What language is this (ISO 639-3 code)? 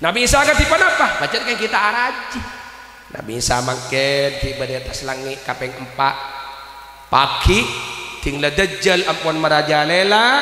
mad